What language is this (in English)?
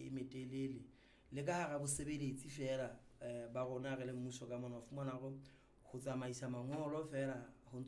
Southern Sotho